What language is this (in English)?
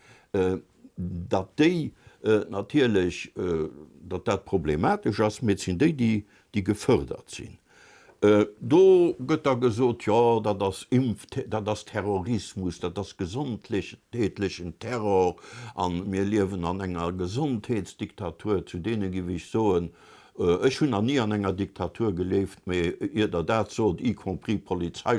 Luxembourgish